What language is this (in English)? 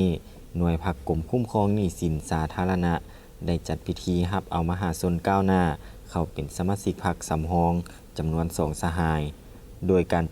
Lao